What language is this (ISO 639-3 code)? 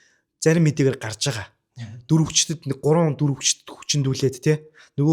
mon